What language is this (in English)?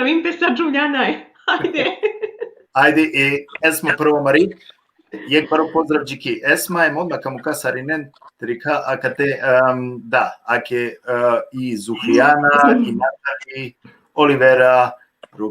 Balkan Romani